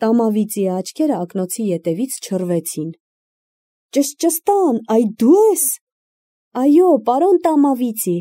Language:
Armenian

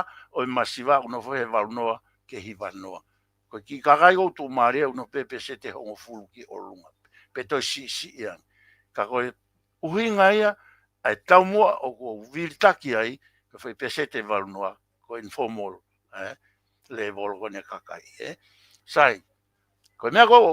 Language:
Tongan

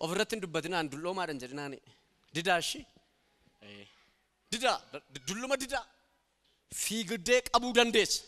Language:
Oromo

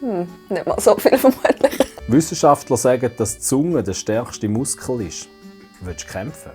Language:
Swiss German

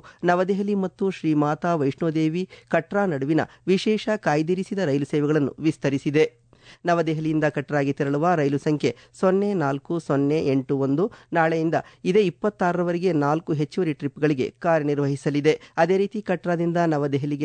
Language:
Kannada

